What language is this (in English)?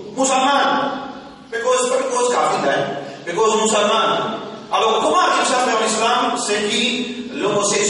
Morisyen